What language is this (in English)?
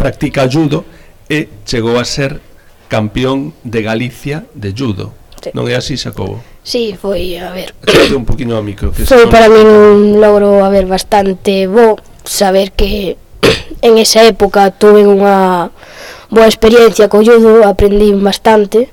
Galician